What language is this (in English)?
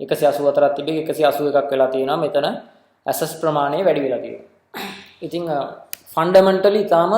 Sinhala